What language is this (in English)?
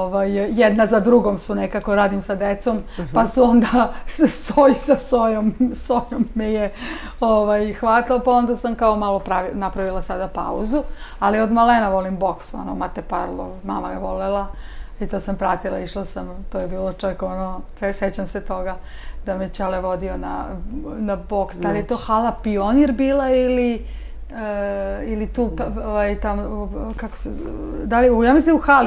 Serbian